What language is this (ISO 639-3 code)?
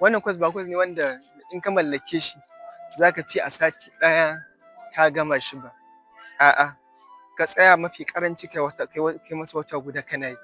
hau